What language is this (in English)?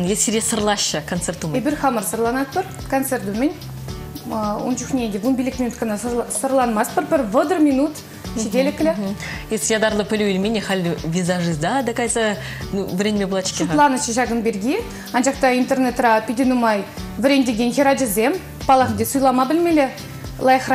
Chuvash